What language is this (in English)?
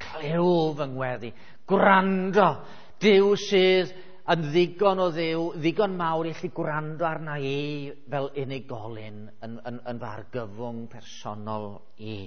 Welsh